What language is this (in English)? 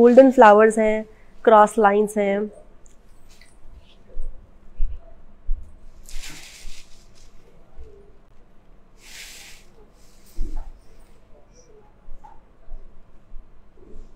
Hindi